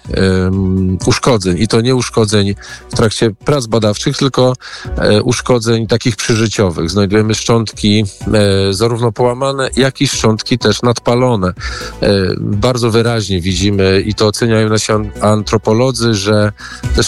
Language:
Polish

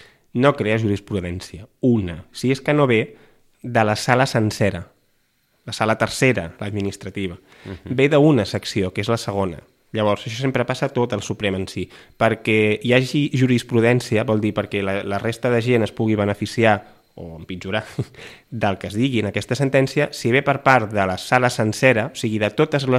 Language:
Catalan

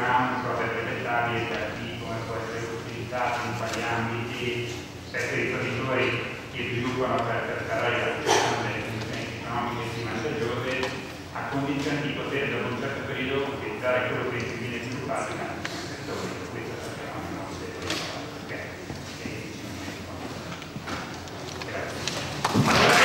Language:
Italian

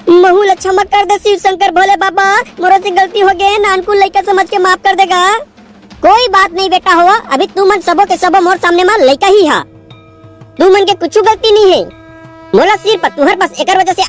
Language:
Chhattisgarhi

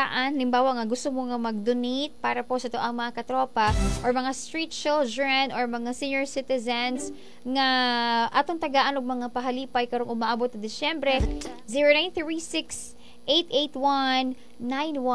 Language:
Cebuano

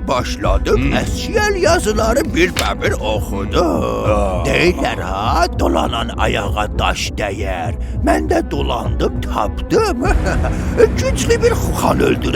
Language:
South Azerbaijani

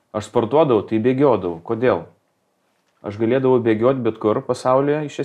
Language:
Lithuanian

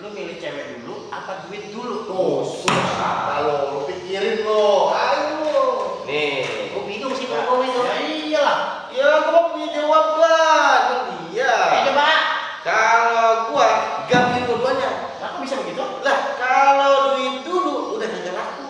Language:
Betawi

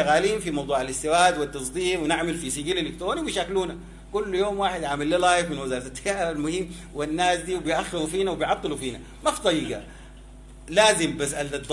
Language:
Sudanese Arabic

